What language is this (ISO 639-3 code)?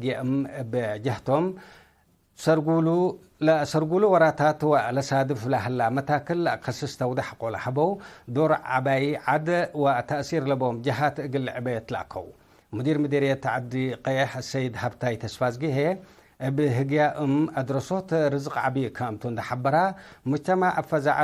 tig